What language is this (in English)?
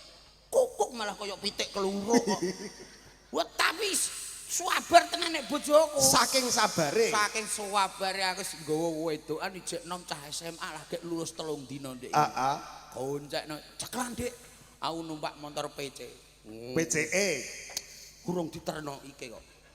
Javanese